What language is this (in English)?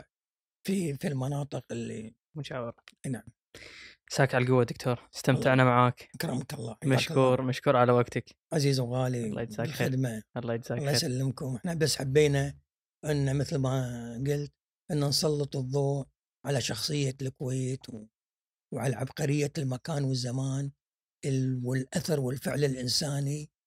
Gulf Arabic